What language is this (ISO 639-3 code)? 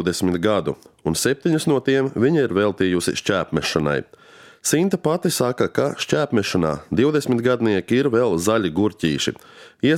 lav